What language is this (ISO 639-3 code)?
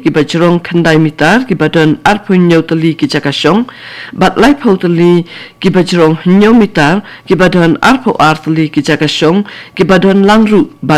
kha